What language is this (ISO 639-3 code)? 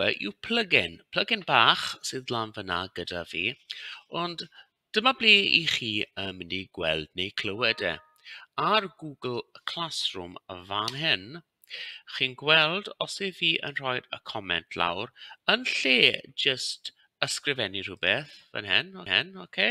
cym